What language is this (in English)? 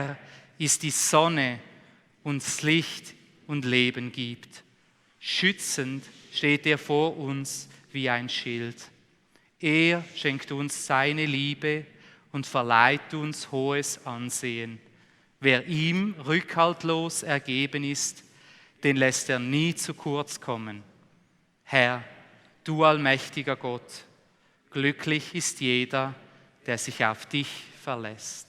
Swiss German